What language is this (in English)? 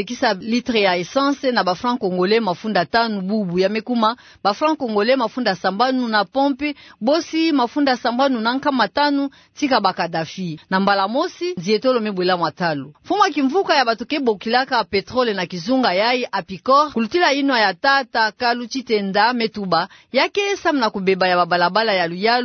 Kituba (Democratic Republic of Congo)